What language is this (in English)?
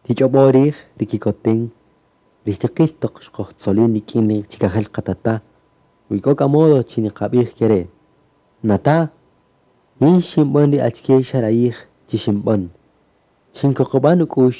Kaqchikel